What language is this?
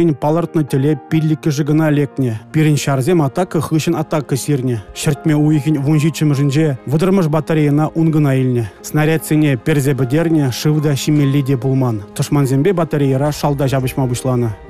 Chuvash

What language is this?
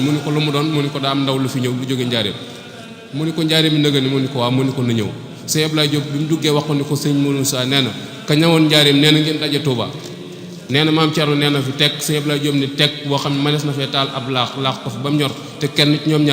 Wolof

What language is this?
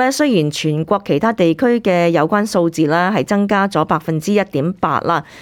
Cantonese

